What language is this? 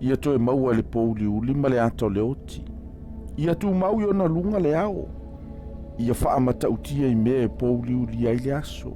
Samoan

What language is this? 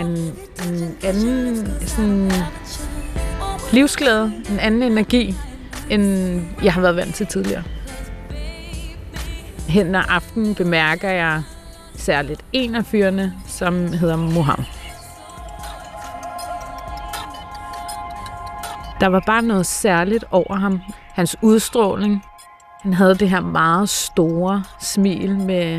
Danish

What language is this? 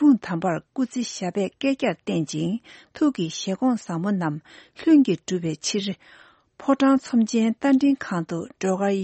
Tibetan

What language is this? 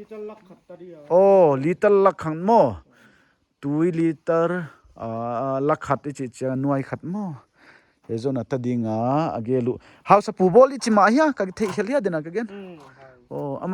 Paite Chin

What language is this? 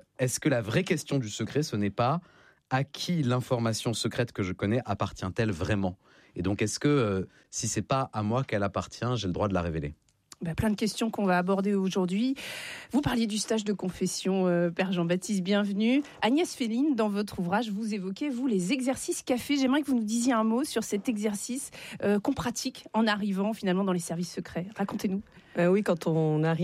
French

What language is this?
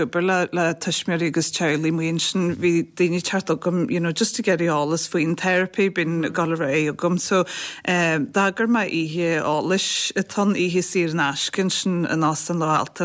Irish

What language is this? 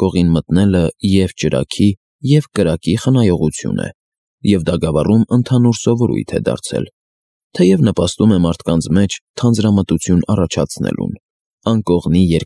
Armenian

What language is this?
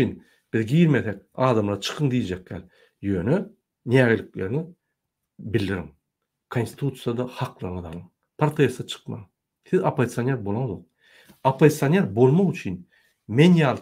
Turkmen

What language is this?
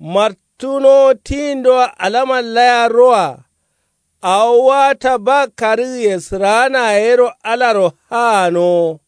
Kanuri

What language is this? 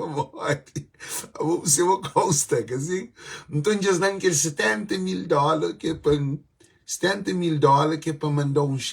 Kabuverdianu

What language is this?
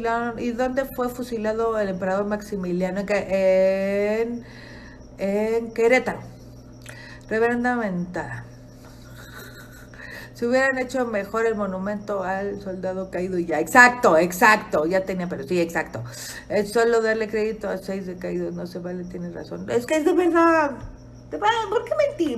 Spanish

